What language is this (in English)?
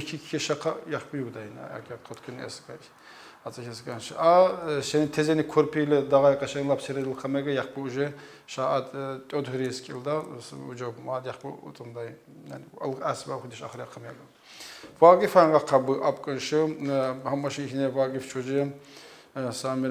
Tsakhur